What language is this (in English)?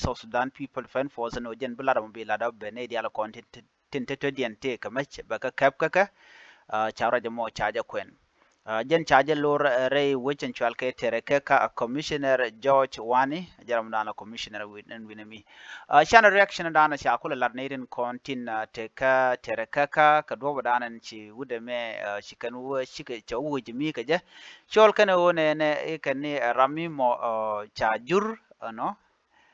Nuer